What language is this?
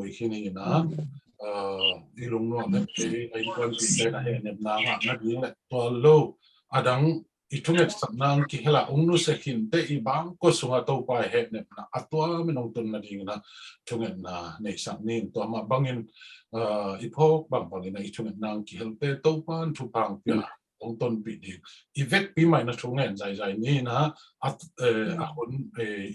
Tedim Chin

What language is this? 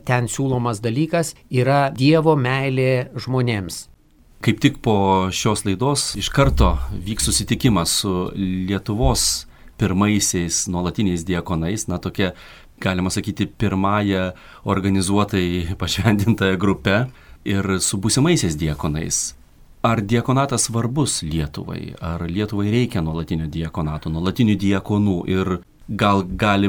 Lithuanian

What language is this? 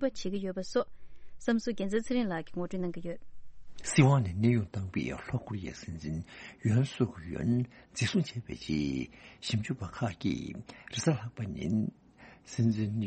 Tibetan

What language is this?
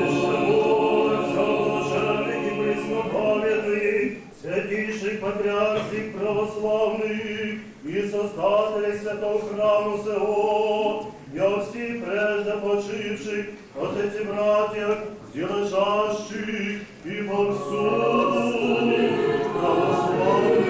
Rusyn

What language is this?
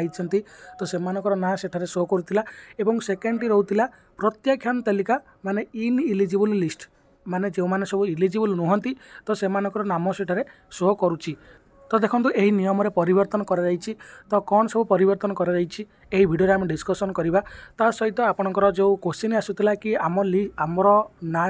Odia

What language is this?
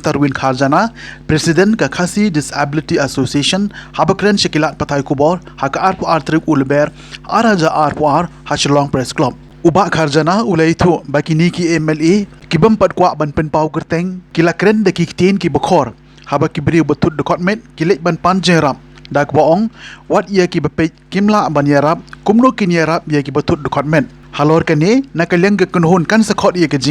Khasi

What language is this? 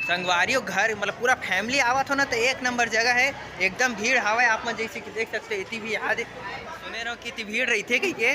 Chhattisgarhi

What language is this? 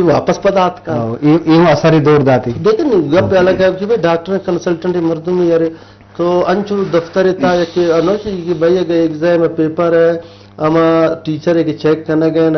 Eastern Balochi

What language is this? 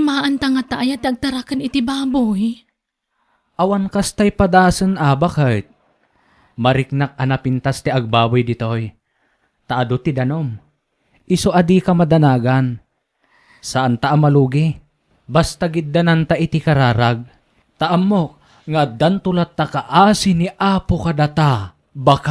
Iloko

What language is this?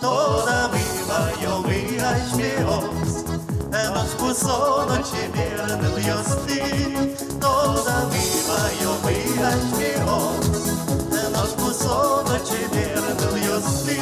Udmurt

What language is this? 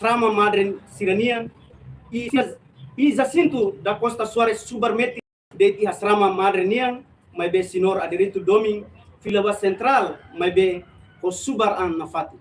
Tetum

